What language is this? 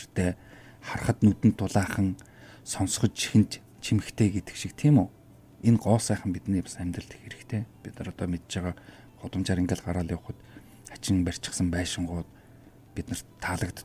Mongolian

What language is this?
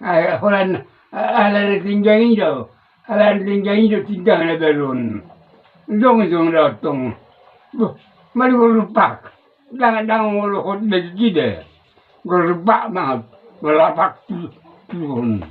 Batak Toba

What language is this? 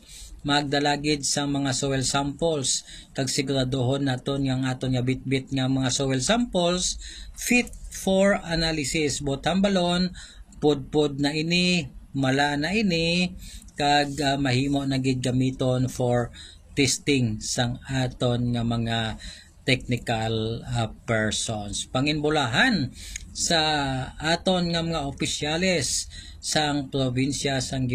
Hiligaynon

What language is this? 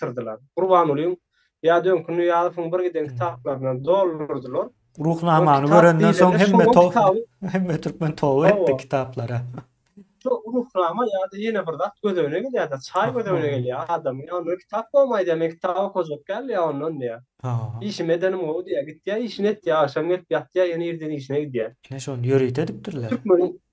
Turkmen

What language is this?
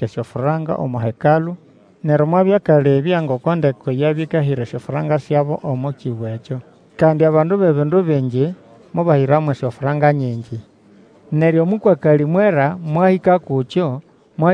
Nande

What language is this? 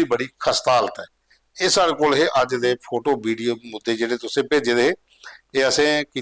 Dogri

